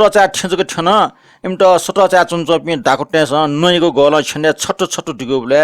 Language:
Newari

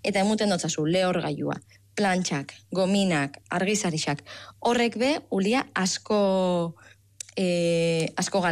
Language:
Basque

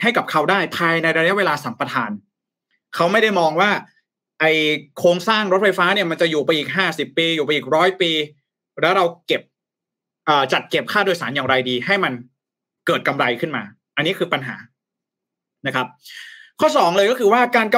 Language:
Thai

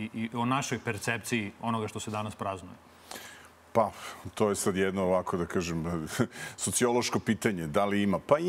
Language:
Serbian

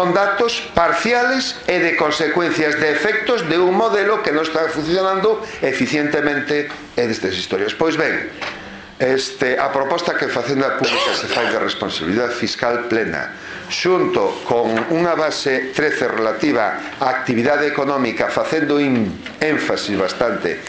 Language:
Galician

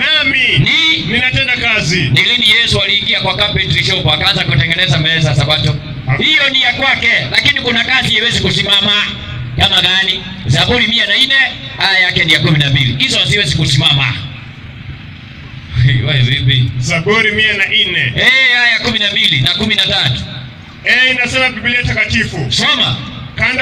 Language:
Swahili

